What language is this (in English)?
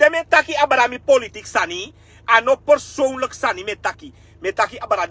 Sranan Tongo